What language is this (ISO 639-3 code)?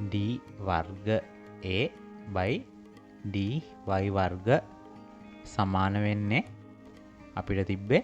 sin